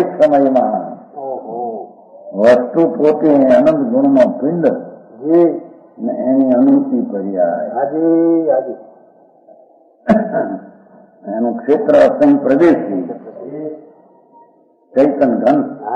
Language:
Gujarati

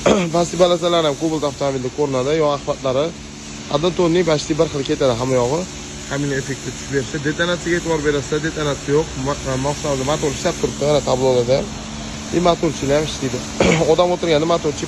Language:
Uzbek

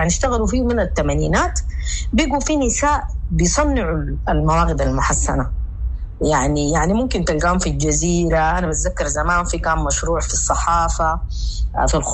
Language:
Sudanese Arabic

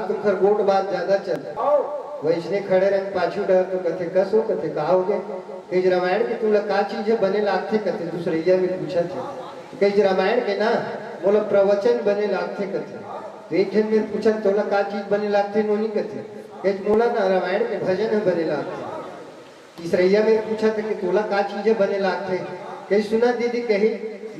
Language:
Chhattisgarhi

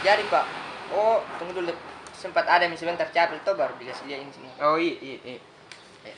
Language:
Makassar Malay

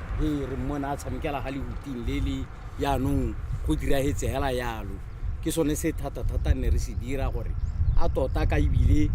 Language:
Tswana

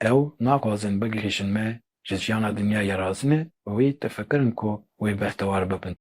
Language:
Kurdish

